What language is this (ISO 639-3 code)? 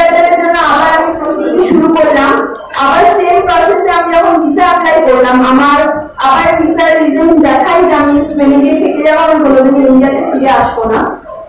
ben